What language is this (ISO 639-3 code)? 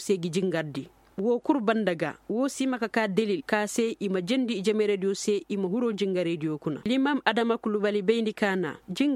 ses